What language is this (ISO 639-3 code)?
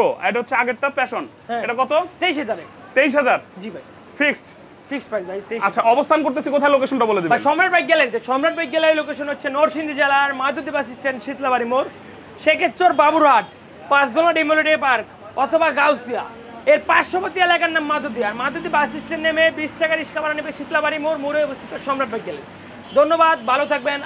ben